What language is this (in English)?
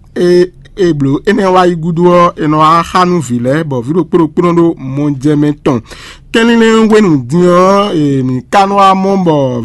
Fon